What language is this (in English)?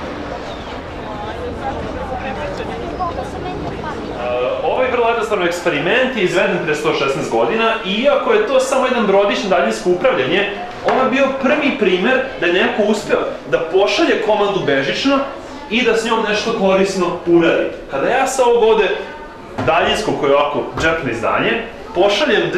Serbian